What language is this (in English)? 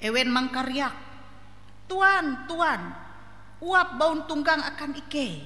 Ngaju